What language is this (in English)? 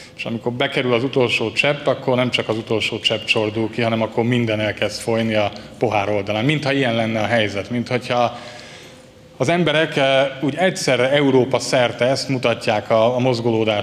Hungarian